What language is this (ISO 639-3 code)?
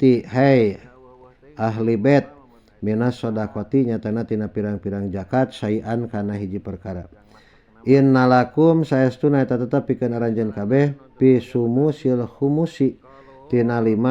sun